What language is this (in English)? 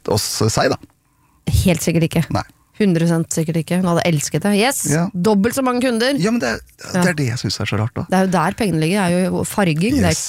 Norwegian